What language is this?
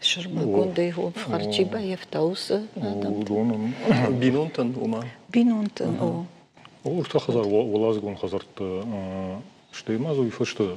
Ossetic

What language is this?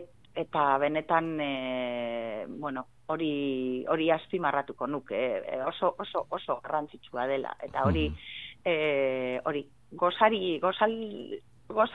Basque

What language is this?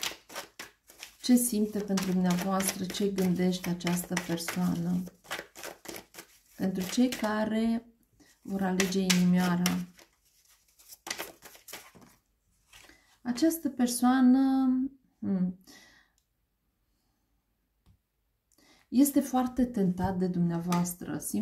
Romanian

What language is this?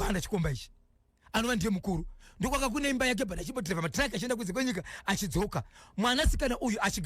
Shona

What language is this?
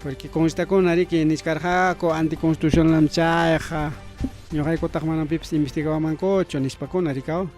Ayacucho Quechua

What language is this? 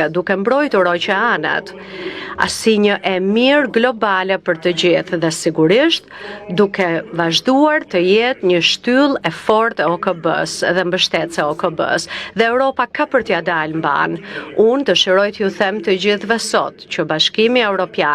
Albanian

